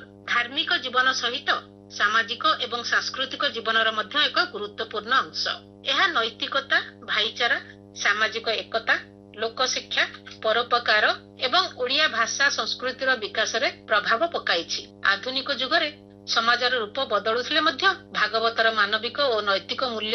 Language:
Odia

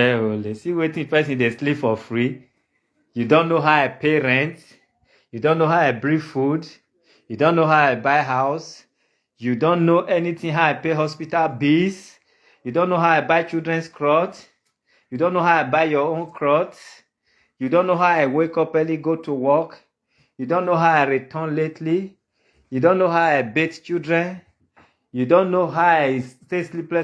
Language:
Nigerian Pidgin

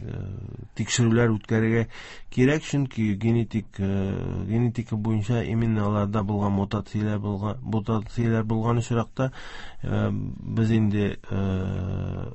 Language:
Tatar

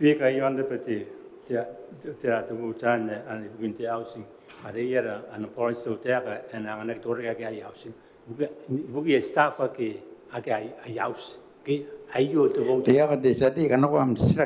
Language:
Gilbertese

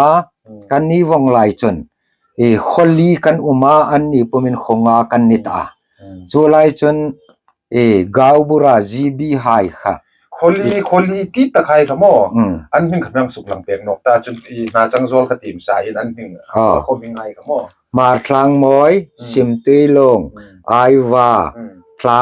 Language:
Hmar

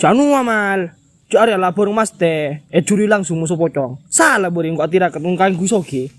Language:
Madurese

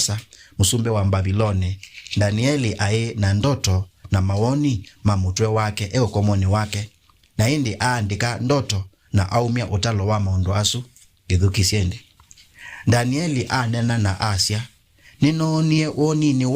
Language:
Kamba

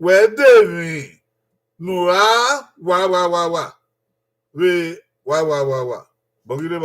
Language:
Bini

